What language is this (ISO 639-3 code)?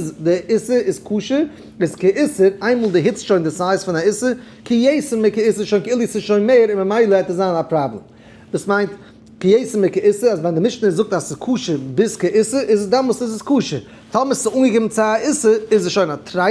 yid